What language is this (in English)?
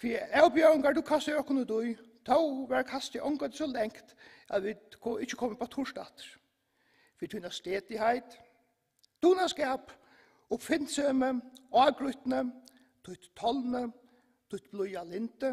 Faroese